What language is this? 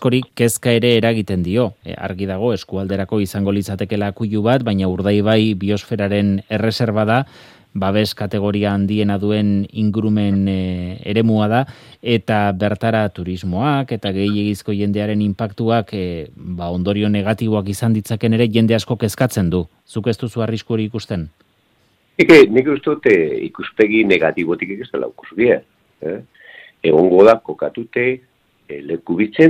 Basque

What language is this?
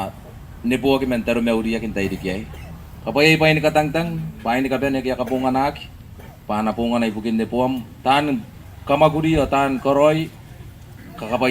Gilbertese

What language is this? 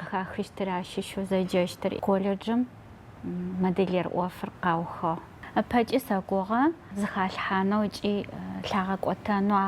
Adyghe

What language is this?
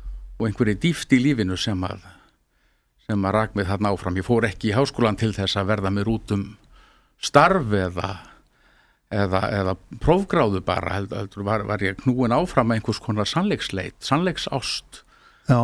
Icelandic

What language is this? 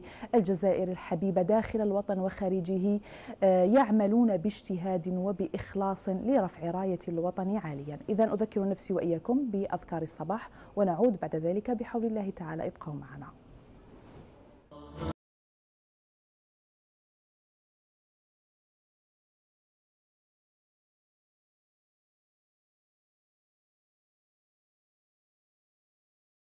Arabic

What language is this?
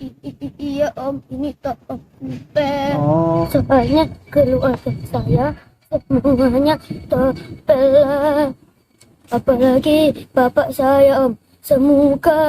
Betawi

